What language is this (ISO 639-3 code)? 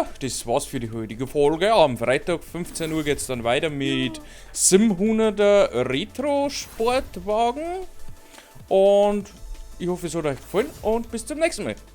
bar